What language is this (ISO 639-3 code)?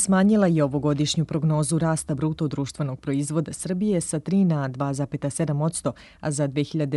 srp